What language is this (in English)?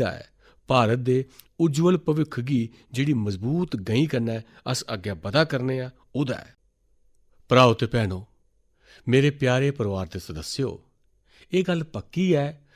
Dogri